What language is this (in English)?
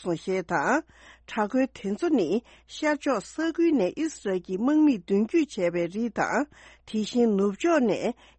Tibetan